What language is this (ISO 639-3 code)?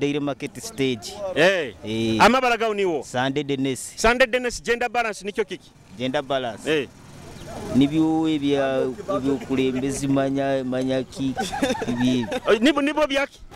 nyo